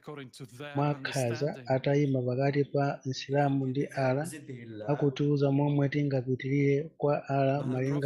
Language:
Nyanja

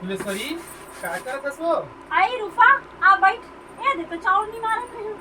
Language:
Chhattisgarhi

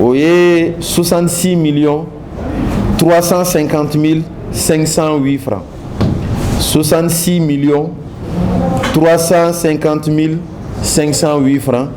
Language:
Bambara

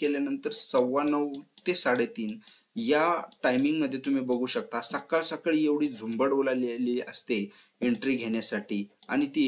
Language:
Marathi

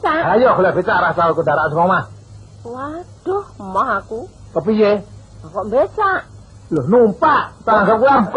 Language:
Javanese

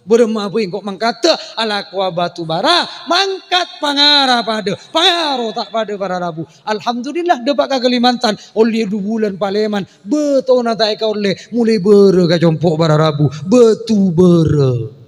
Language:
Madurese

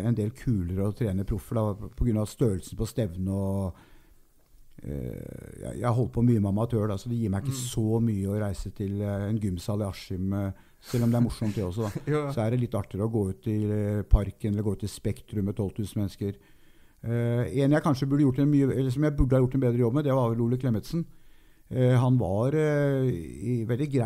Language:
Norwegian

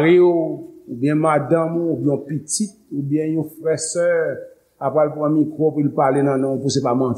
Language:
Haitian Creole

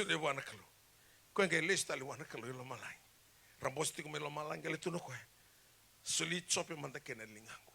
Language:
Fijian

